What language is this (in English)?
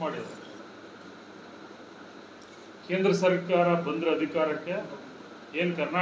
Kannada